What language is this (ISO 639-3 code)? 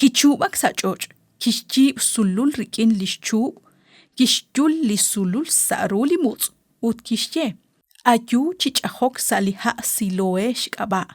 kek